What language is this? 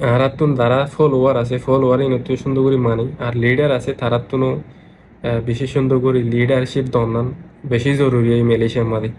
Rohingya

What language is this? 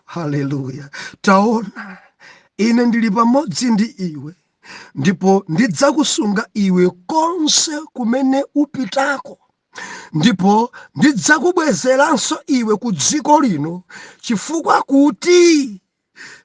Nyanja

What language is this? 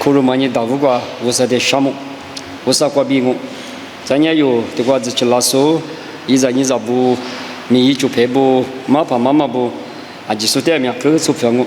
Lisu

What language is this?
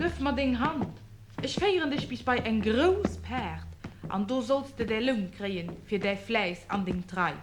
Luxembourgish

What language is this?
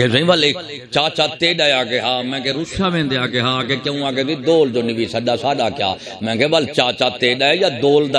Saraiki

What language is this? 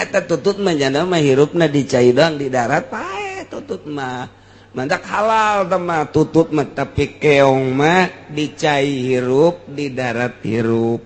Sundanese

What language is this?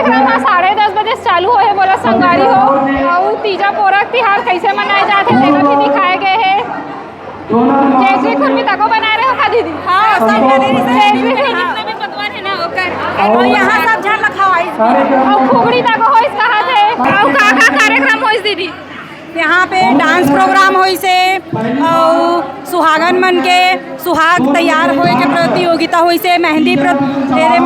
Chhattisgarhi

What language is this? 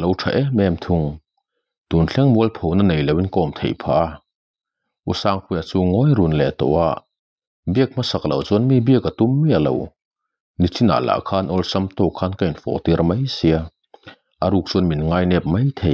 Mizo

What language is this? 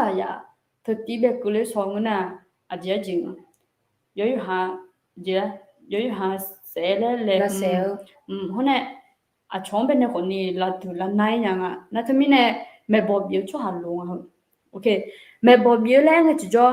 Akha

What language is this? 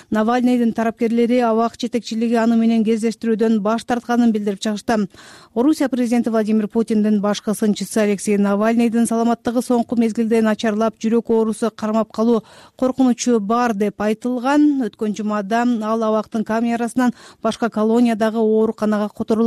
Kyrgyz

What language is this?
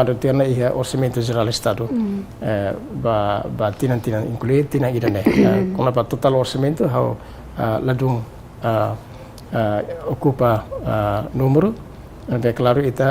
Tetum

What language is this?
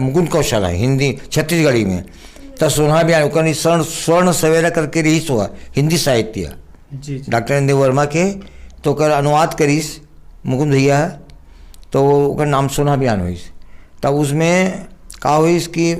Chhattisgarhi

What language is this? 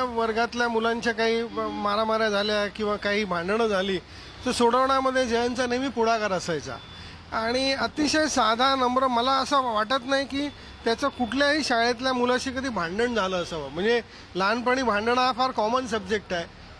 Marathi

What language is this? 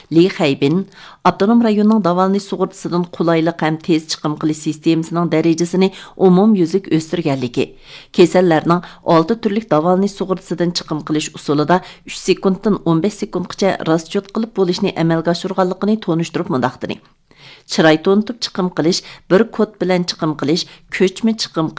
Uyghur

